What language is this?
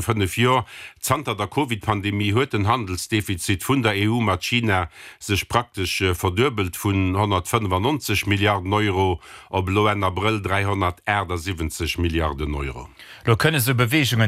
Luxembourgish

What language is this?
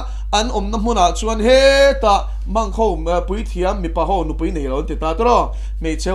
Mizo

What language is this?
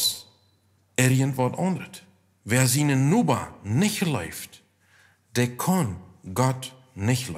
Plautdietsch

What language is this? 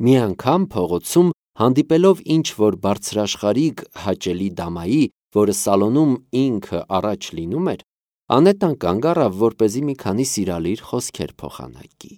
Armenian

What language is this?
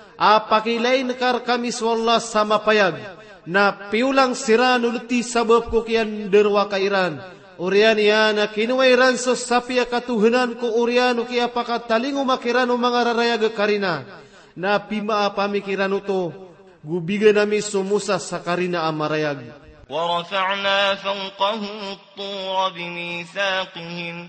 Maranao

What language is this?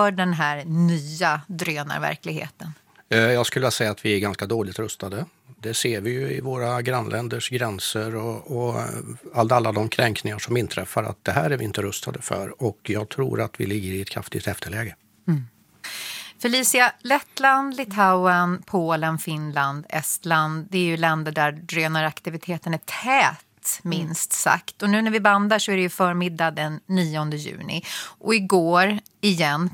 Swedish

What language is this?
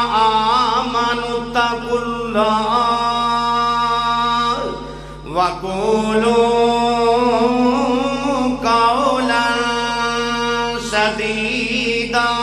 Urdu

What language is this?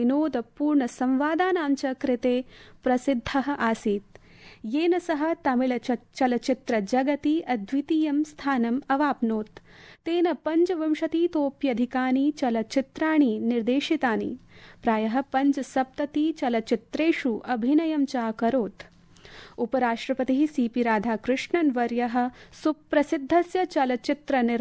Sanskrit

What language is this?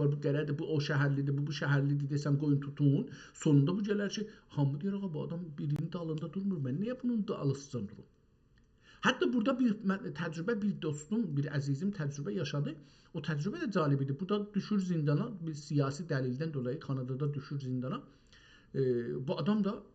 South Azerbaijani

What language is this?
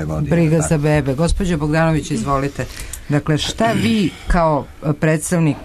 Serbian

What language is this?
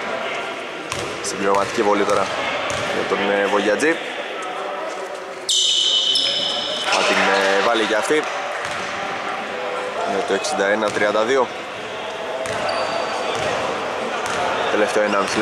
Greek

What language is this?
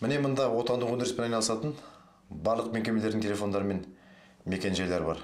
Kazakh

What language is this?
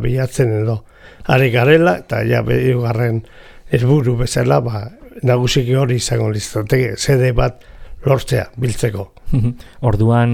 Basque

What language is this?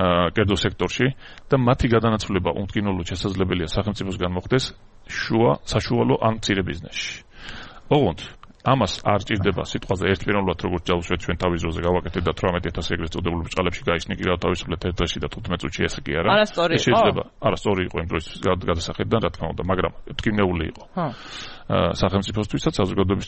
Georgian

